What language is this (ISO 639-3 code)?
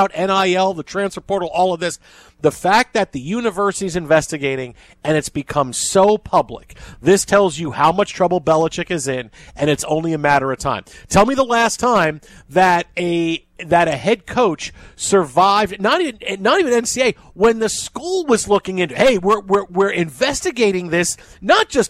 eng